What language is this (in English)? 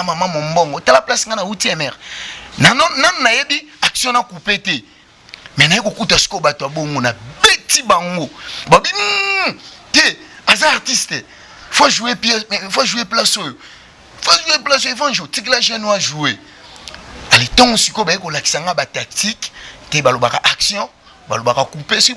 Lingala